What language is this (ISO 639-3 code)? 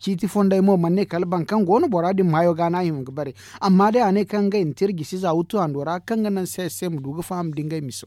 dje